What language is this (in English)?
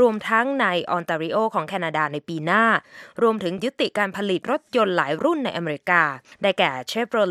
Thai